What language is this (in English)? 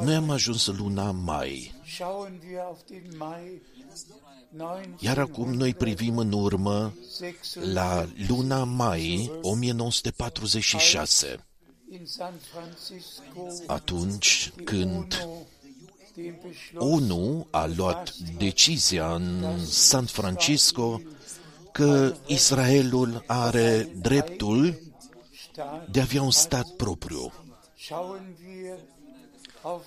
Romanian